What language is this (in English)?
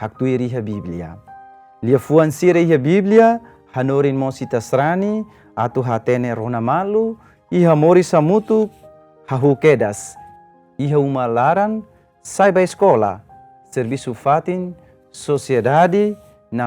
Tetum